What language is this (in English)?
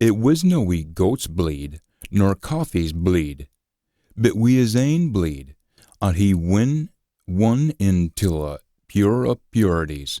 Scots